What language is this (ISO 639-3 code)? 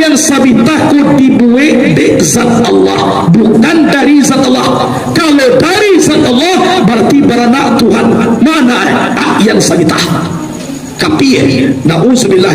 min